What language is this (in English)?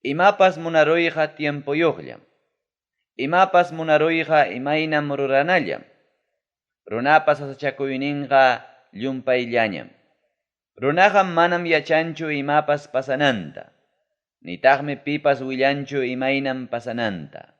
Ayacucho Quechua